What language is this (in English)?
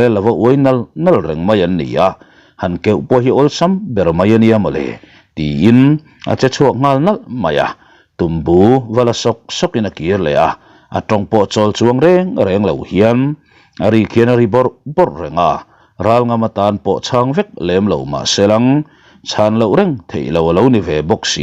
Mizo